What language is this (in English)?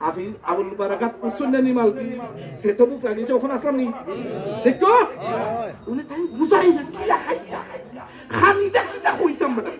Sylheti